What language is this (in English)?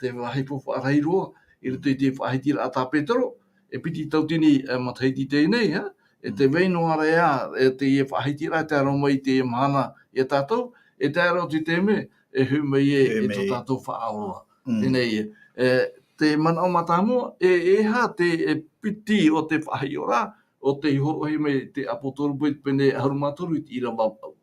Tahitian